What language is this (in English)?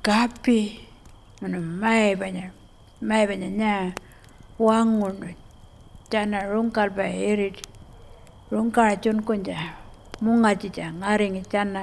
Pitjantjatjara